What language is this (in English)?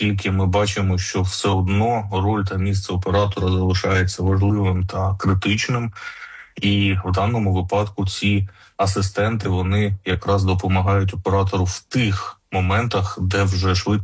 Ukrainian